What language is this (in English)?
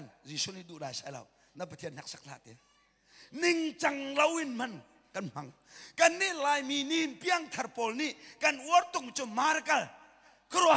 Hakha Chin